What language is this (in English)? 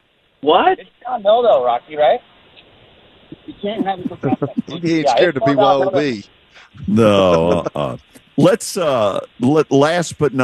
English